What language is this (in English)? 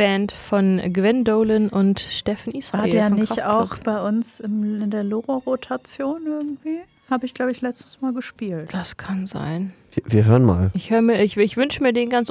German